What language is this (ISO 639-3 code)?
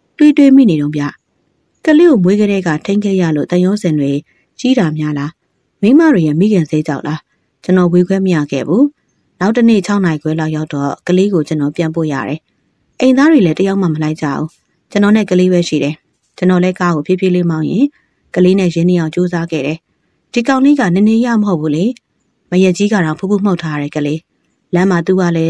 mya